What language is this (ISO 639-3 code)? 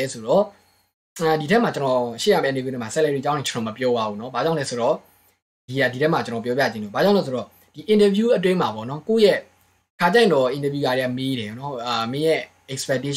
mya